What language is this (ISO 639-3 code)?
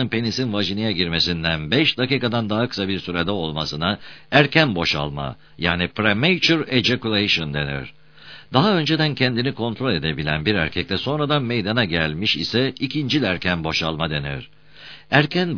tur